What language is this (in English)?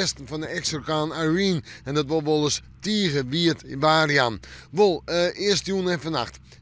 Western Frisian